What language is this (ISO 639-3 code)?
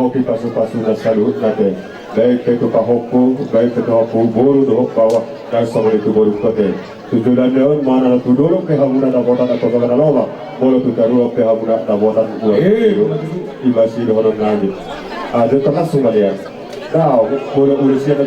bbc